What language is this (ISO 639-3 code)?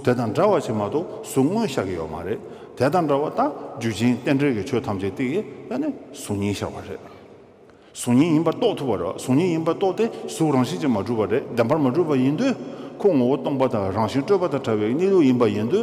bod